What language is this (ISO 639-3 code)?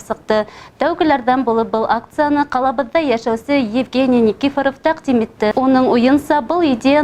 bak